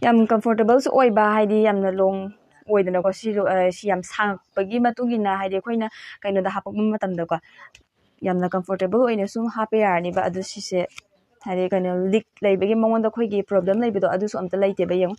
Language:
Manipuri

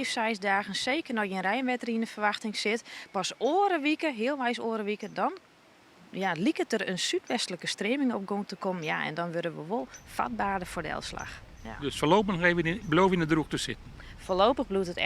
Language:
Western Frisian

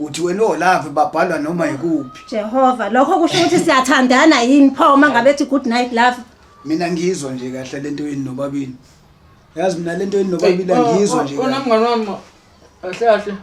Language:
Zulu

